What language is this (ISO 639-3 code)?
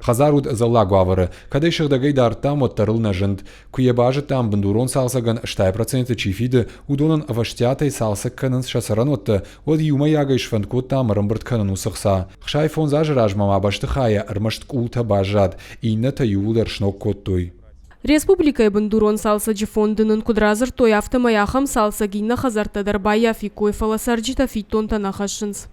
oss